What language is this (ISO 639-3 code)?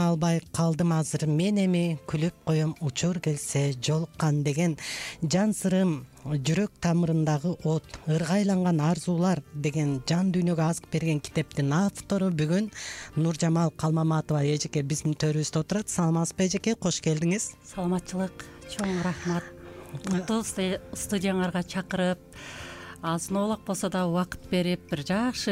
kir